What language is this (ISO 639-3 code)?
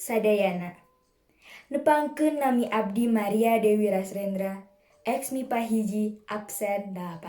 sun